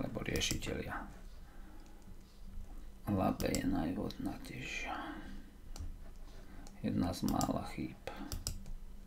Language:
Slovak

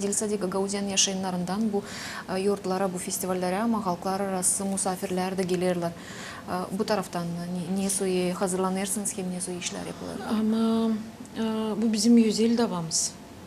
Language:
Gagauz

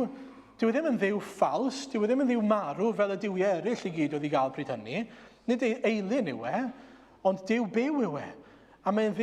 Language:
Welsh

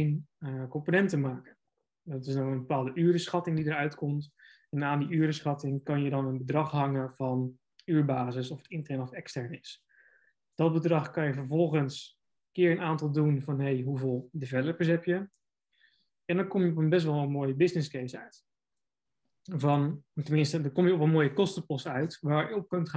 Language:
Dutch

